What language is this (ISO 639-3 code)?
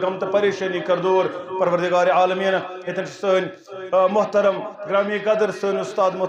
kas